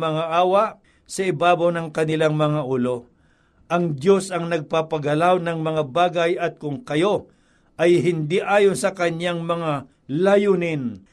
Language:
Filipino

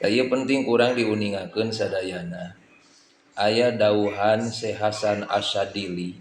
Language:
Sundanese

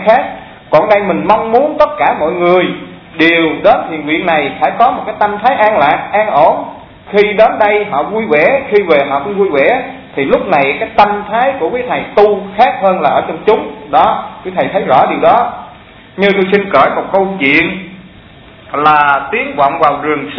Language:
Vietnamese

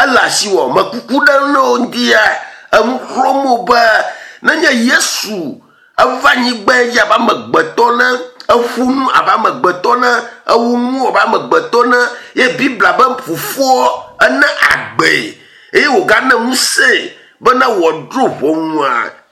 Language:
Ewe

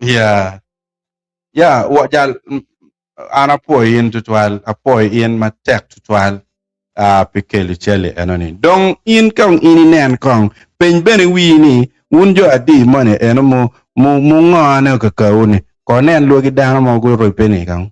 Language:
Acoli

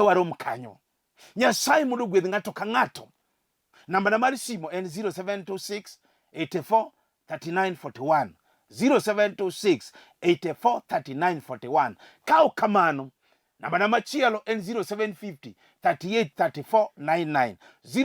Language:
Luo (Kenya and Tanzania)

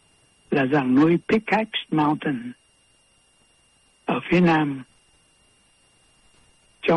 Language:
Vietnamese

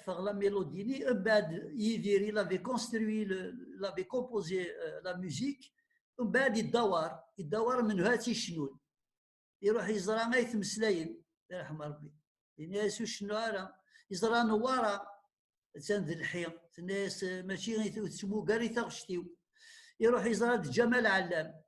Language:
Kabyle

